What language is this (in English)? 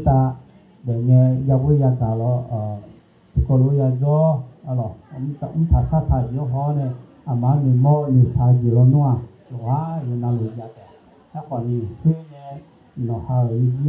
Akha